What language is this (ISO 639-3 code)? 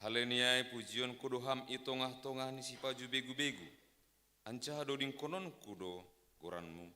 bts